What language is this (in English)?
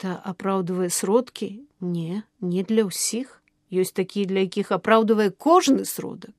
Belarusian